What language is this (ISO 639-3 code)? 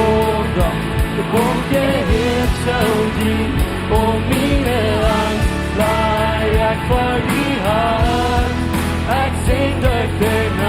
pdt